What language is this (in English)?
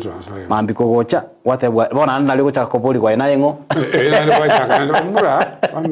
Gusii